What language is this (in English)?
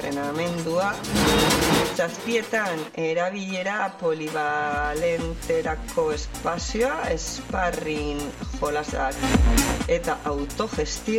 Basque